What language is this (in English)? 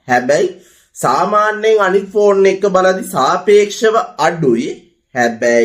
Sinhala